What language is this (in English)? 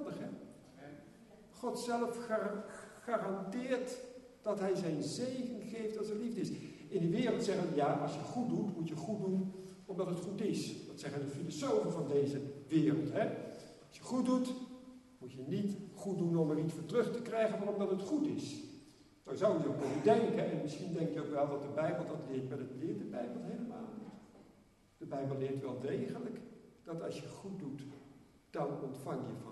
Dutch